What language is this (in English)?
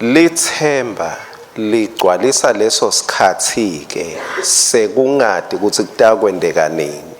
Swati